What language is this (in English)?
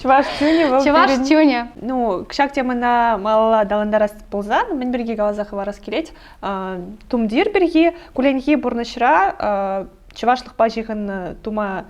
Chuvash